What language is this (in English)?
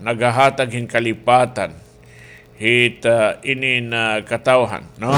Waray